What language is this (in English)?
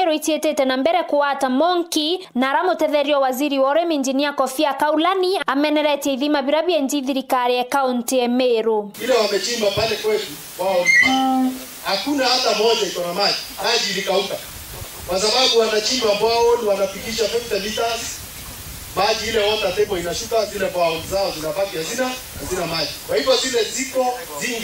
Meru